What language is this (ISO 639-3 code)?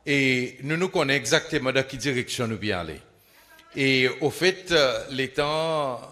crs